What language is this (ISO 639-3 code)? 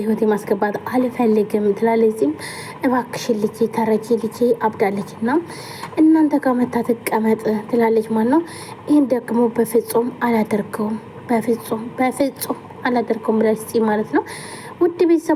amh